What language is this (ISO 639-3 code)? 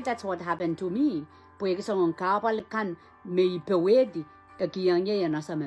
pon